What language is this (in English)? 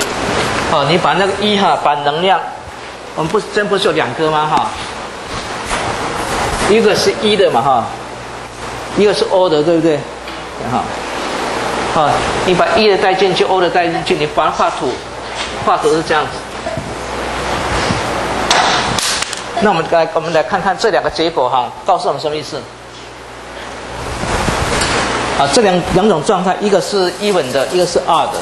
Chinese